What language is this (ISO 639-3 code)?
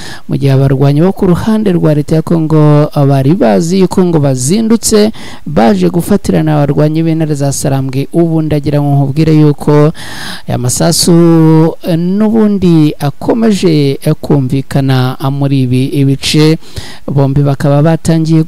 kin